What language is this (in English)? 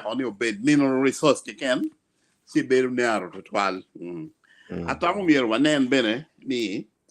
Acoli